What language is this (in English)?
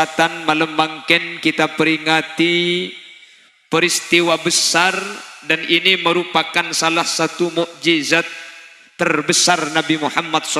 Madurese